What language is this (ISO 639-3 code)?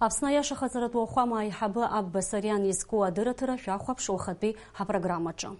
abk